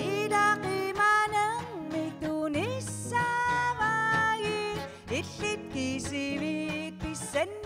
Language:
Kalaallisut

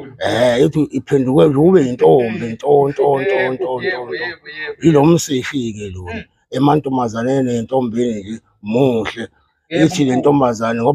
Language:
Zulu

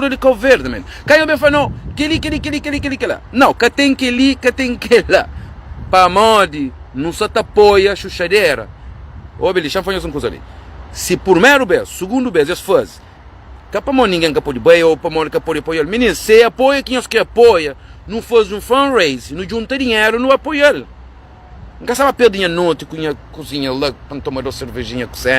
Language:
Kabuverdianu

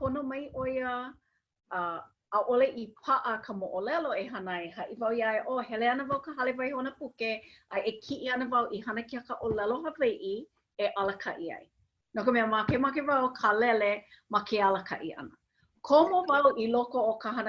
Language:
Hawaiian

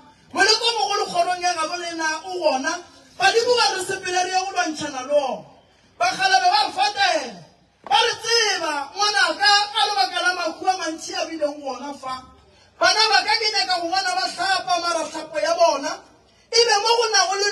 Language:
Northern Sotho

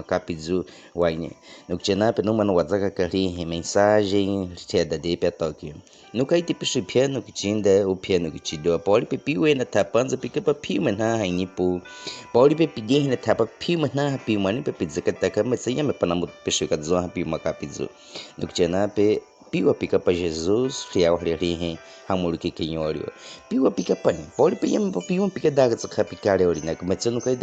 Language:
Baniwa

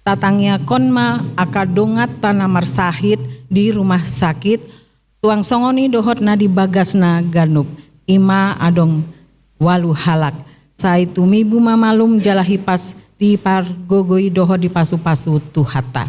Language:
Batak Toba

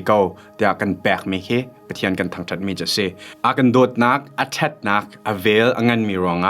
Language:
Hakha Chin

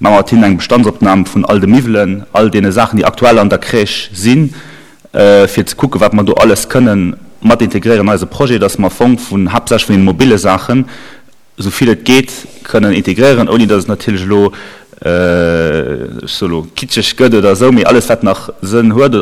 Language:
Luxembourgish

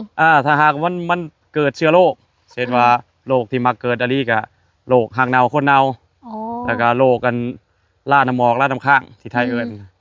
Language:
Lao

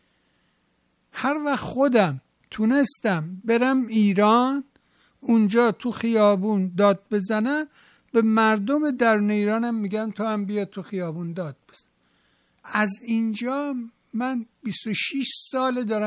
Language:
Persian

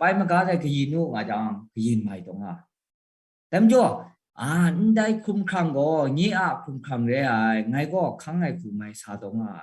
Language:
Kachin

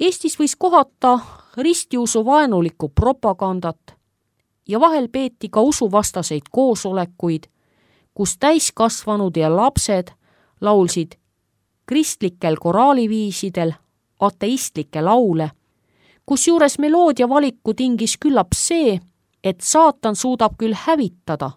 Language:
Estonian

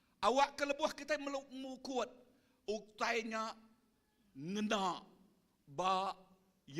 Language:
Iban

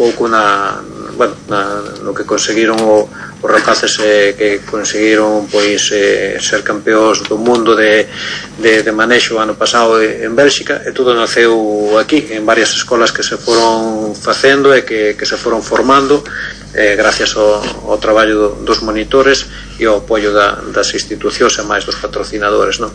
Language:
Galician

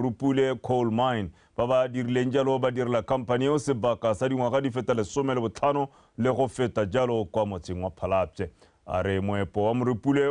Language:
Tswana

